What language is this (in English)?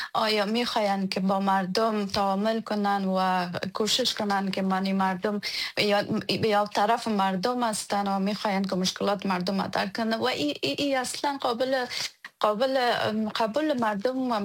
Persian